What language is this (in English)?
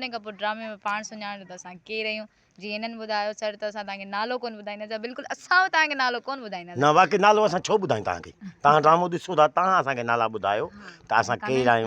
Sindhi